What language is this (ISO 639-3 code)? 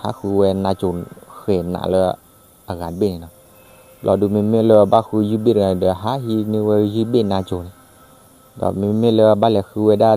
ksw